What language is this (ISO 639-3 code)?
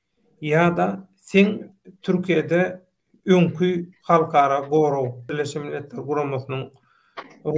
tuk